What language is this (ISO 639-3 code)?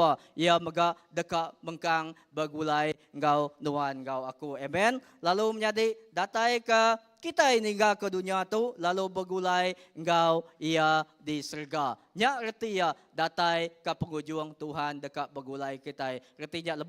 iba